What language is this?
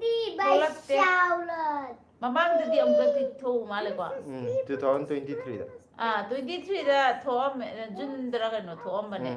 Manipuri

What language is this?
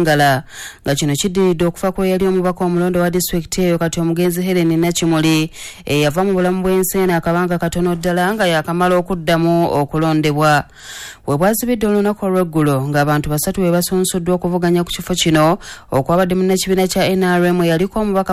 Ganda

